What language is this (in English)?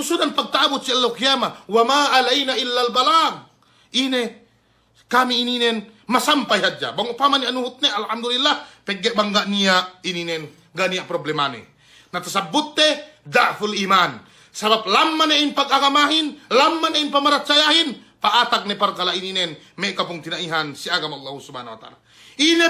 Yakan